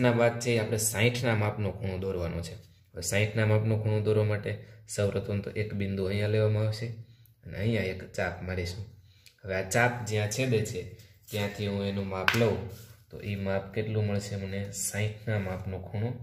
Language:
Gujarati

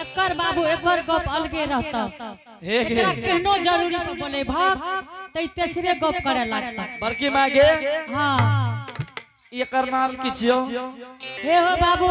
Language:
Angika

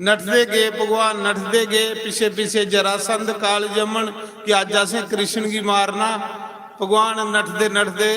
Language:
Dogri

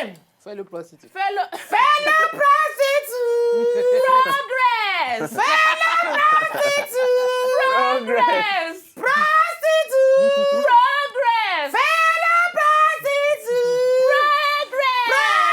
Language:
Nigerian Pidgin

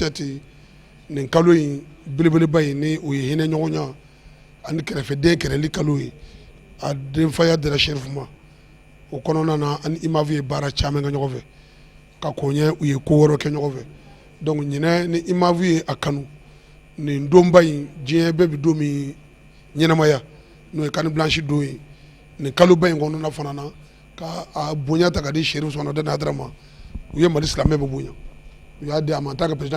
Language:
Bambara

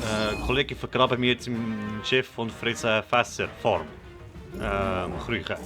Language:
Swiss German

